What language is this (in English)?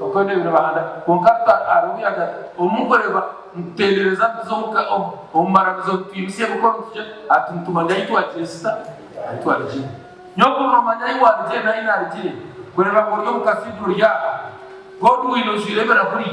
Nyankole